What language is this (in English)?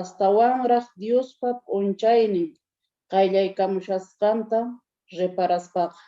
South Bolivian Quechua